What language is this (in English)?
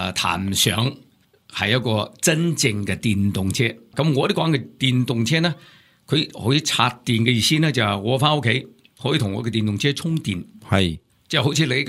Cantonese